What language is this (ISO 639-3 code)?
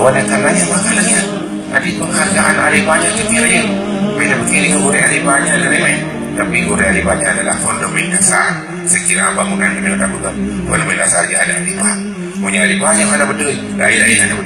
ace